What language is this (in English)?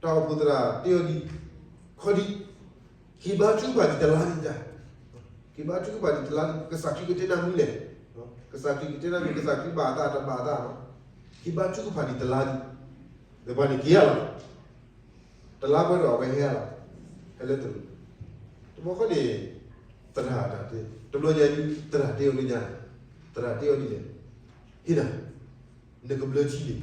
S'gaw Karen